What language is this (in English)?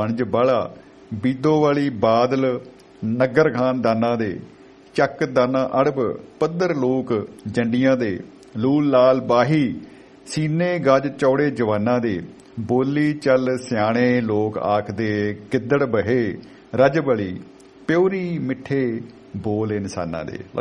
Punjabi